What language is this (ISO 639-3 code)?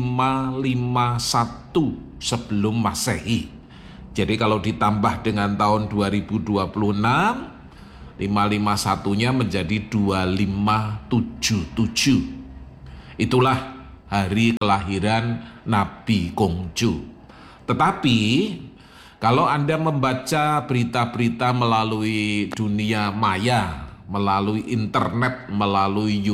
ind